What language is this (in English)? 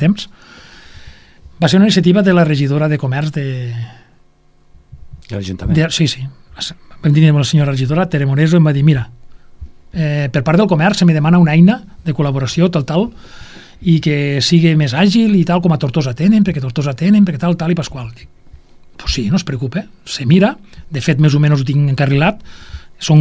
Catalan